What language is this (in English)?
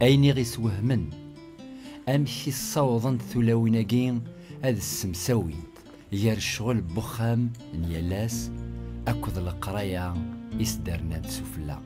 Kabyle